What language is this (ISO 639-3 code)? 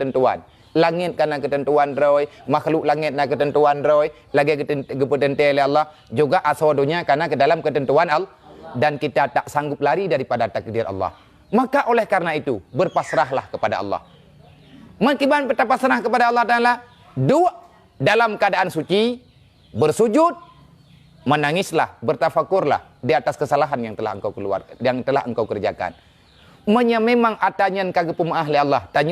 ace